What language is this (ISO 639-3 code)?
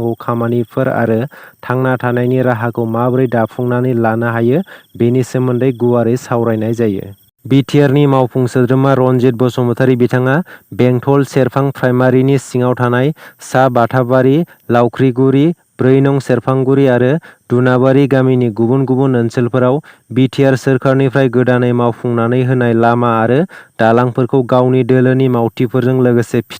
brx